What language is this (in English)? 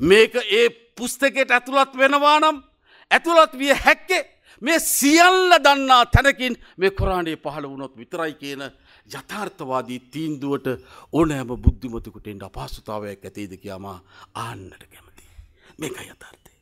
Sinhala